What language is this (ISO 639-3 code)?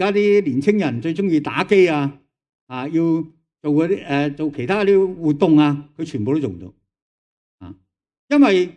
yue